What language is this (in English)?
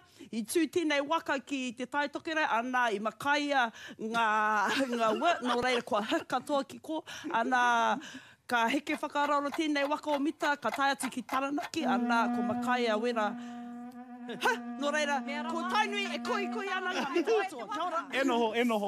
Māori